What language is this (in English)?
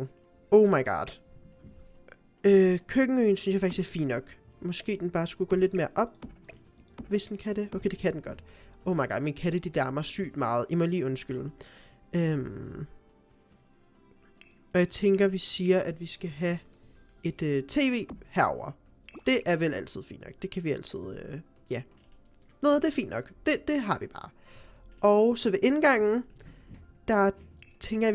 Danish